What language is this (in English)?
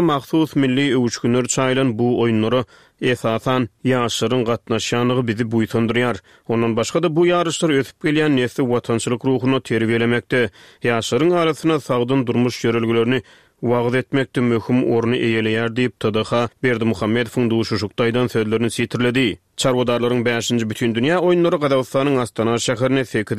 Turkmen